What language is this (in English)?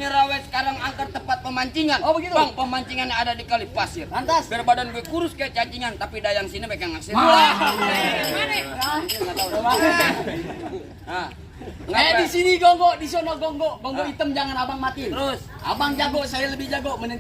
Betawi